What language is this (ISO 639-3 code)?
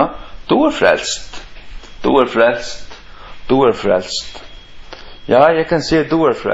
fao